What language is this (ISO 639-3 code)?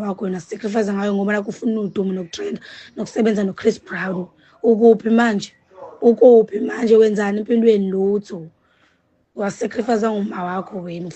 zul